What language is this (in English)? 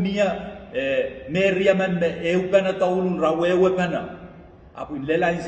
Pohnpeian